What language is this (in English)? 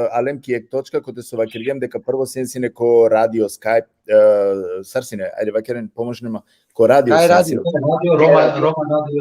Balkan Romani